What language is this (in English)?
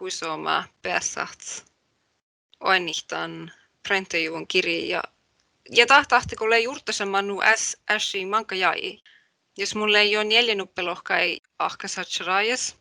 Northern Sami